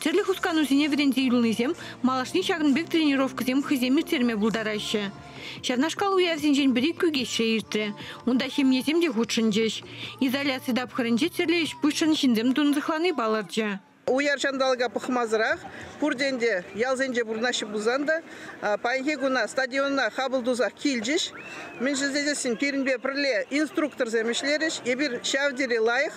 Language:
Chuvash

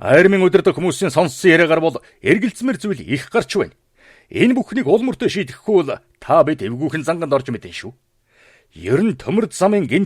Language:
Mongolian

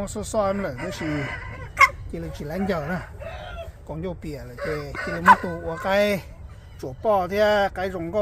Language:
Hmong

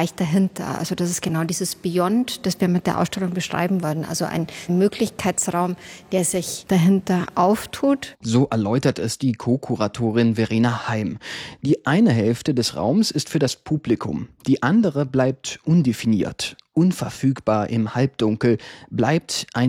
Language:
German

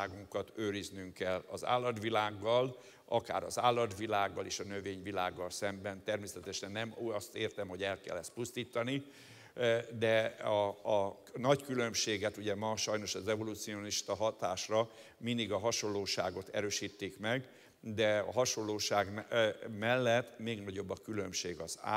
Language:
Hungarian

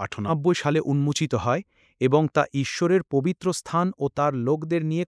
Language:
Bangla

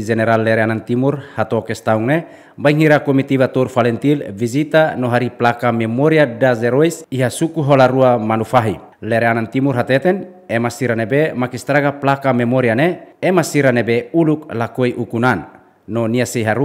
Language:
Tetum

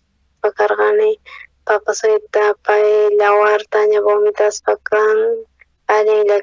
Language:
South Bolivian Quechua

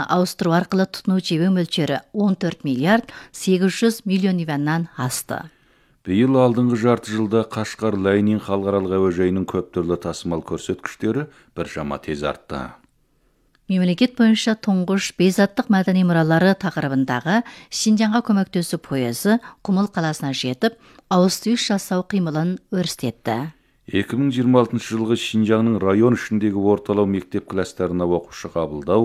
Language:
Kazakh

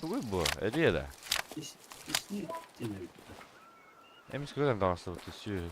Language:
Yakut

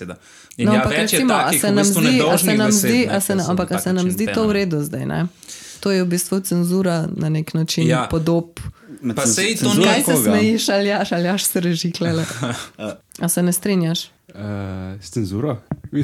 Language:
Slovenian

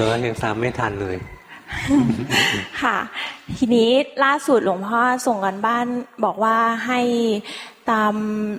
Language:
Thai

